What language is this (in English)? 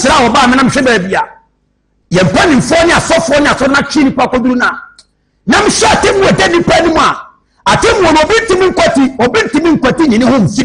Akan